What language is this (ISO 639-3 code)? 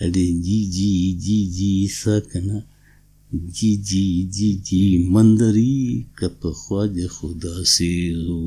brh